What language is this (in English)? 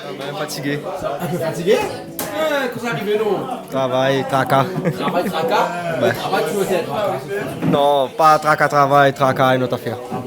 Réunion Creole French